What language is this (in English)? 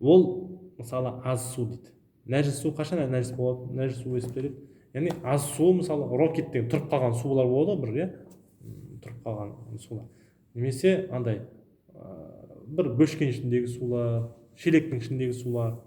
Kazakh